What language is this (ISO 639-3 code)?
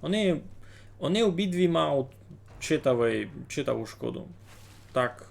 rue